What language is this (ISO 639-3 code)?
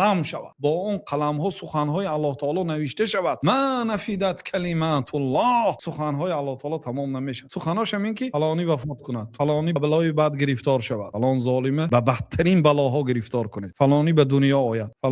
tgk